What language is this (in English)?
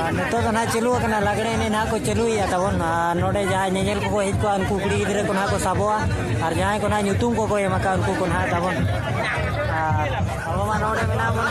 Santali